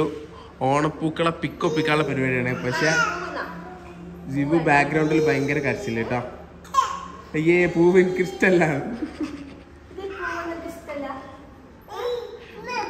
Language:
Malayalam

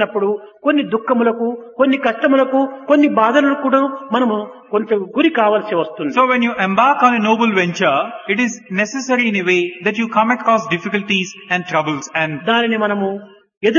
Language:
Telugu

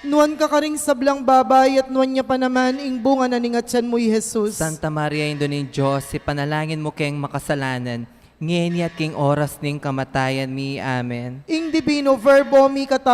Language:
Pampanga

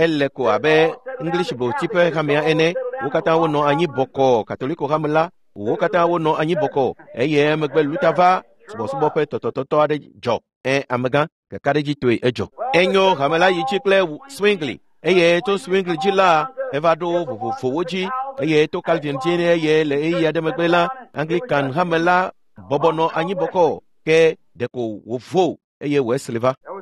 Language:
Ewe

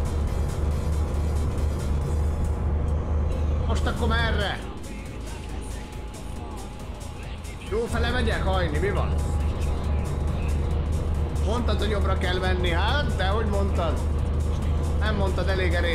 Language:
Hungarian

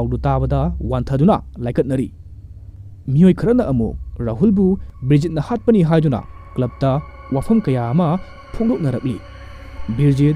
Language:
Manipuri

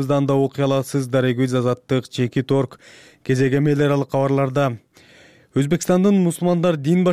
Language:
Kyrgyz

